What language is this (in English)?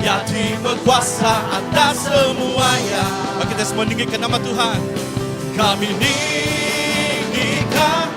Iban